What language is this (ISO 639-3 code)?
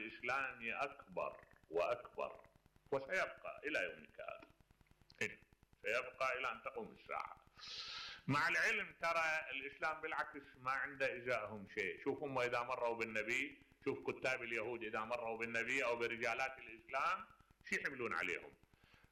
acm